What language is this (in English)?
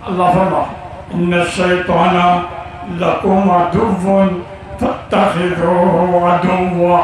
Rohingya